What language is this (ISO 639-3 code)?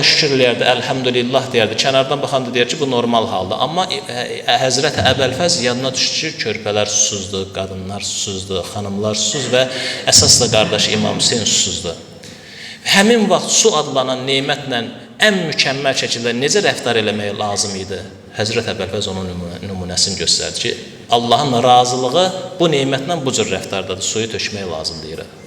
aze